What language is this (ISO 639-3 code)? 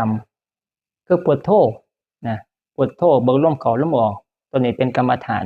tts